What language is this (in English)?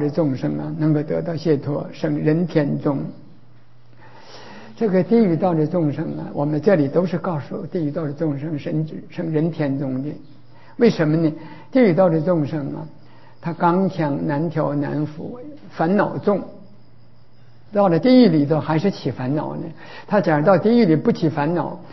Chinese